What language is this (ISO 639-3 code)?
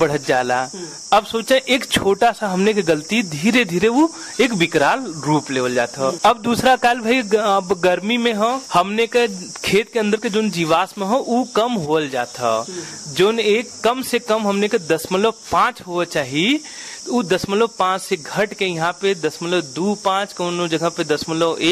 bho